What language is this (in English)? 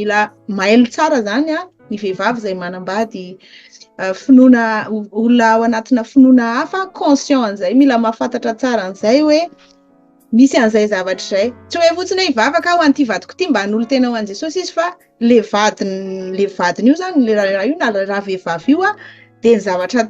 Malagasy